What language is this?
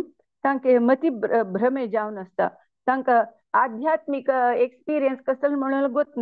Konkani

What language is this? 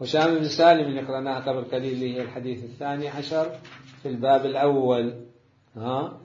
Mesopotamian Arabic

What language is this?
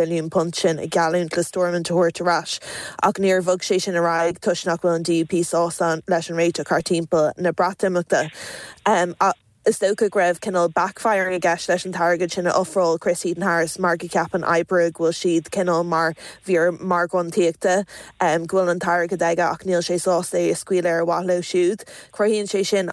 Irish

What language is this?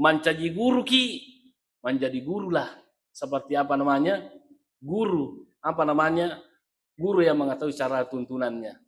Buginese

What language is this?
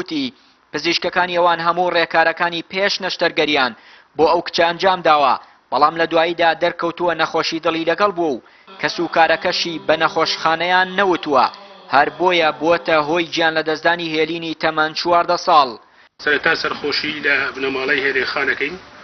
Central Kurdish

